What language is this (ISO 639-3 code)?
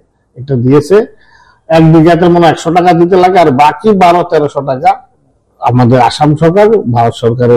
ben